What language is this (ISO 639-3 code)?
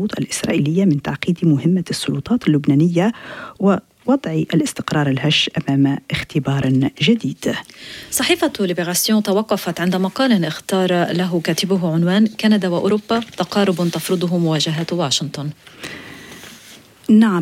ara